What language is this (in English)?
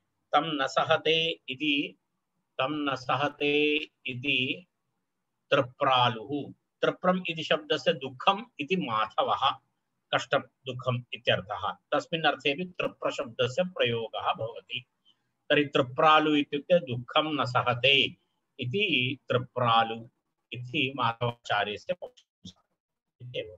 Sanskrit